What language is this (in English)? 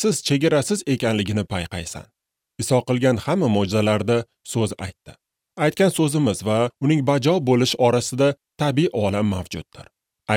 Uzbek